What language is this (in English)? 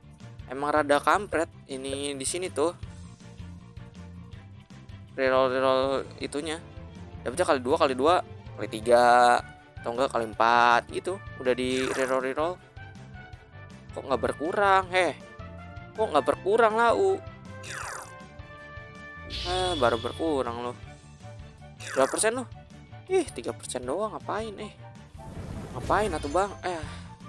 Indonesian